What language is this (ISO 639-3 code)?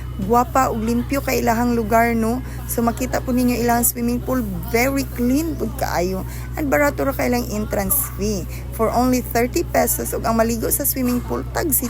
ceb